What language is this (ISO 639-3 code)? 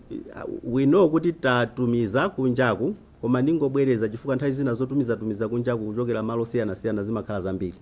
nya